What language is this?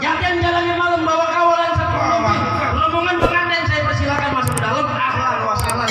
Betawi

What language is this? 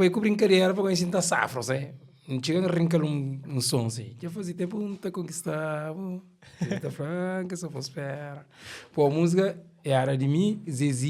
Kabuverdianu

